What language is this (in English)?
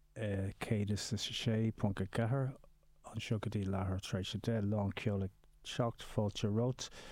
Irish